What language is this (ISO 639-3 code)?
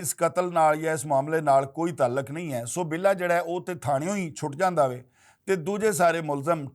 lah